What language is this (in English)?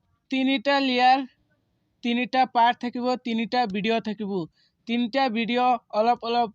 Assamese